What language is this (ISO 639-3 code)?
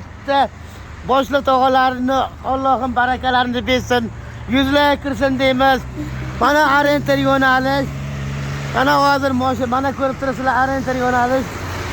uzb